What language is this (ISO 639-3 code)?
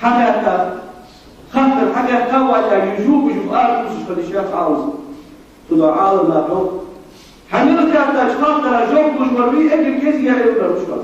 inh